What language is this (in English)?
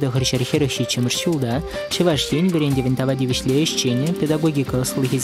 Chuvash